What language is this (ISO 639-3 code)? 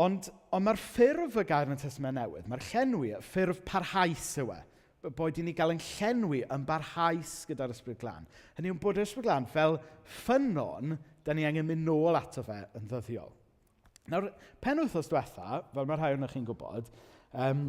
cym